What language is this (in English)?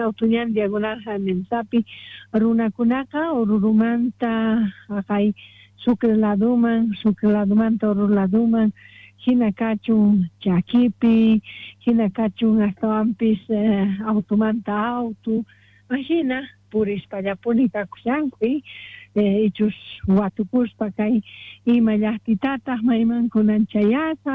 South Bolivian Quechua